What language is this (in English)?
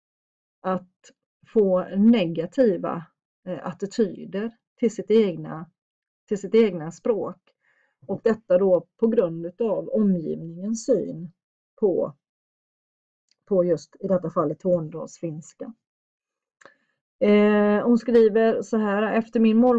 Swedish